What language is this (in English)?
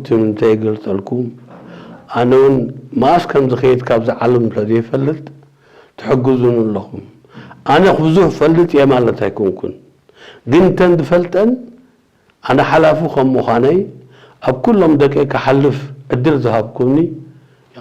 Tigrinya